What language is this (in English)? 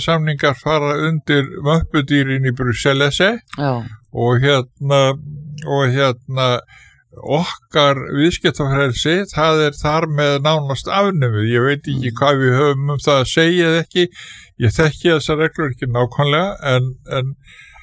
Icelandic